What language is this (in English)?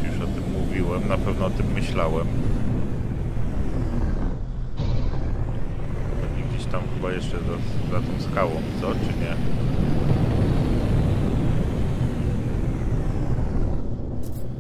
Polish